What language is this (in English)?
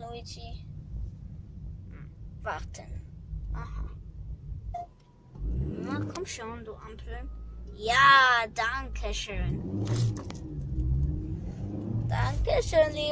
German